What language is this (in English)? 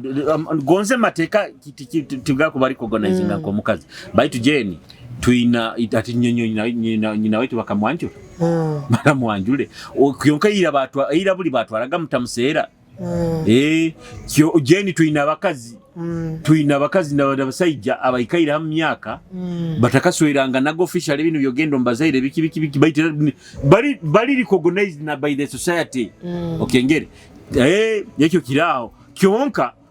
Nyoro